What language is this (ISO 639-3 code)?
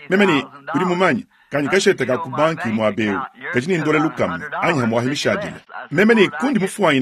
lua